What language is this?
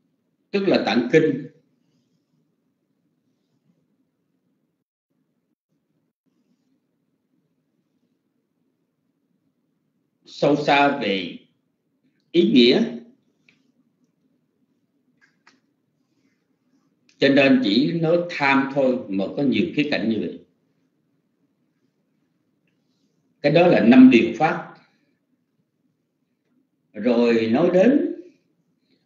Vietnamese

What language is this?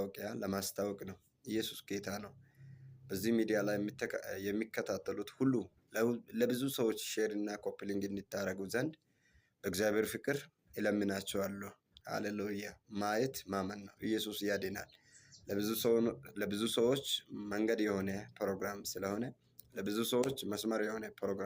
Amharic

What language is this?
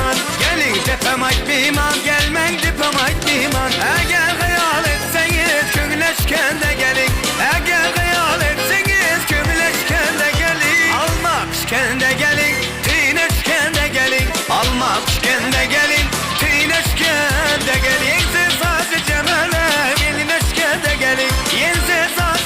Turkmen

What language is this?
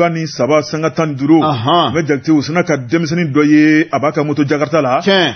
Bambara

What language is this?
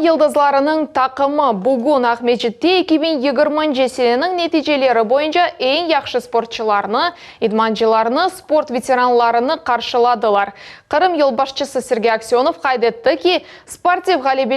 Crimean Tatar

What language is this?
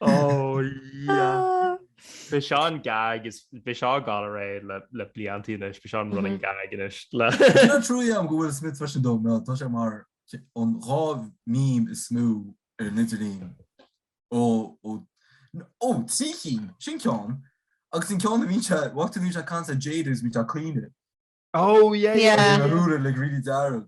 Irish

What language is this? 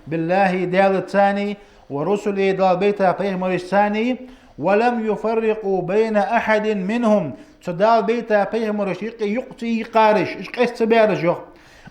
Ingush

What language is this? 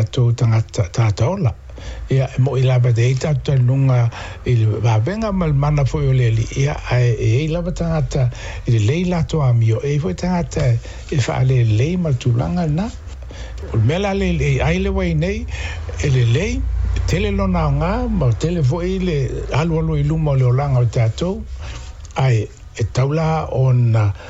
Samoan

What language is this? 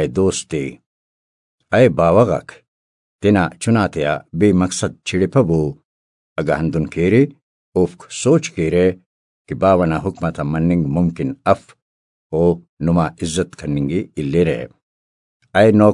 Brahui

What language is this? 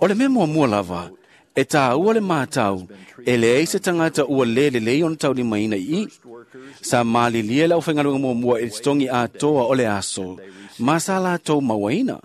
Samoan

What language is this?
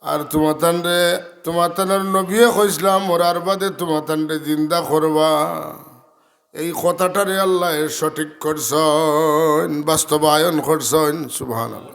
Sylheti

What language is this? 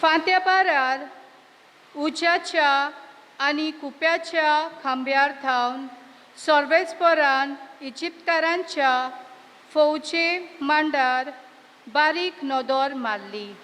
Konkani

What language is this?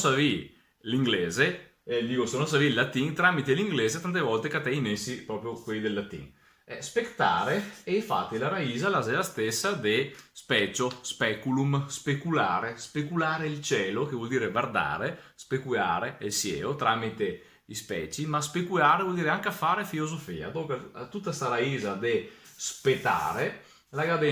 Venetian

